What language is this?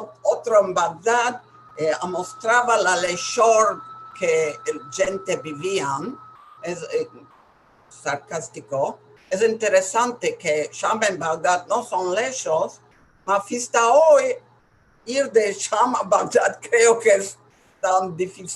Ladino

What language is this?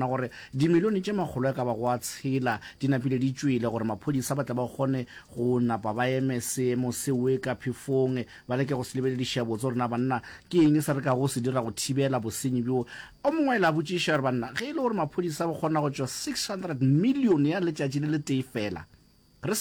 Northern Sotho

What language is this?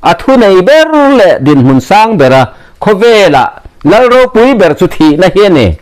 Mizo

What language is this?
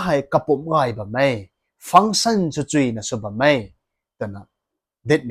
Rongmei Naga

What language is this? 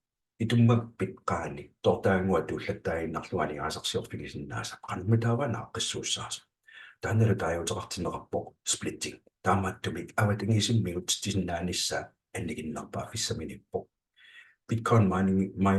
Kalaallisut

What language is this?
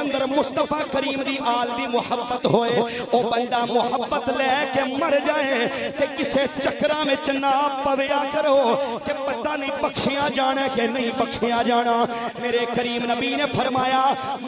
Western Panjabi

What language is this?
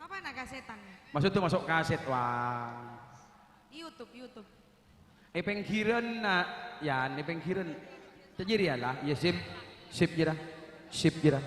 Madurese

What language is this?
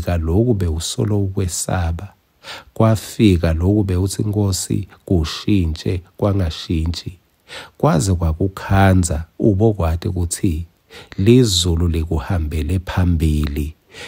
Swati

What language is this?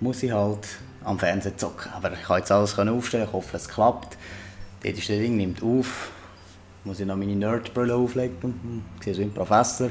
Swiss German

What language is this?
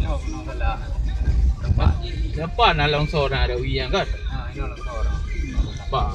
Achinese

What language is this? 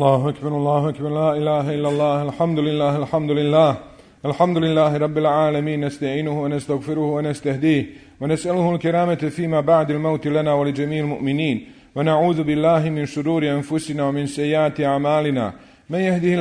Bosnian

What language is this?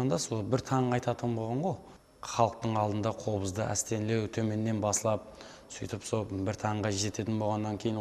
Kara-Kalpak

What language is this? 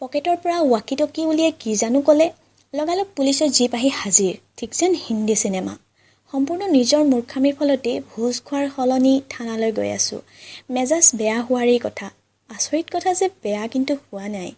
Assamese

